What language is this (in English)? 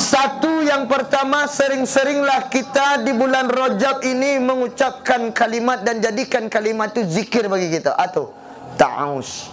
Minangkabau